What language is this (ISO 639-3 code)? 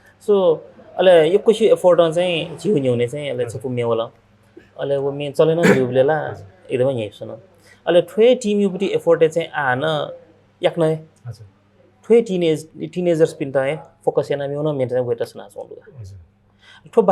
new